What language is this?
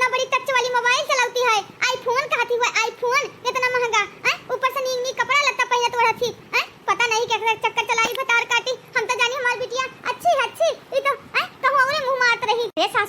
Awadhi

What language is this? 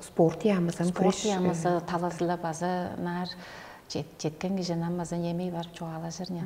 Tuvinian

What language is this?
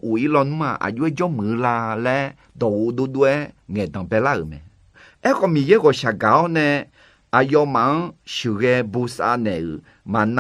Akha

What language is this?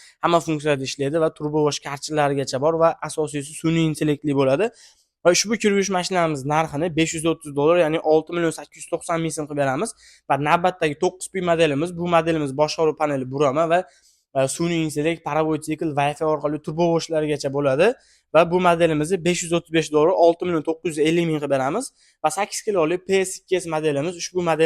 Uzbek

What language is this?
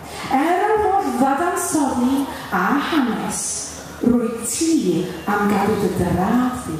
Welsh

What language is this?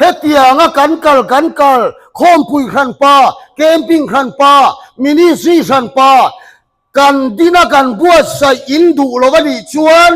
Mizo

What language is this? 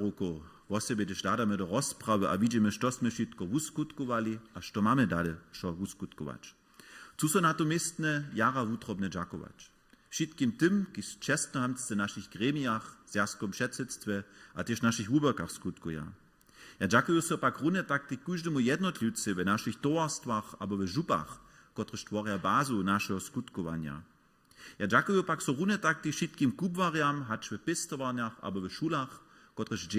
Upper Sorbian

